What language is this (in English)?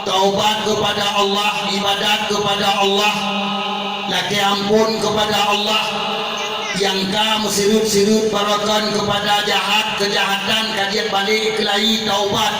Achinese